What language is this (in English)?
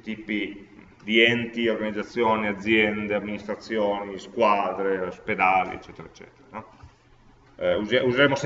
Italian